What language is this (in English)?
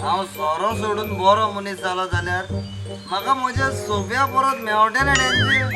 Konkani